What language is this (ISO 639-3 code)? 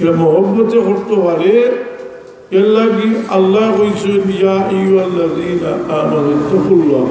syl